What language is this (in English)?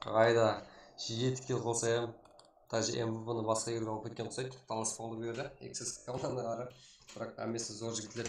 Kara-Kalpak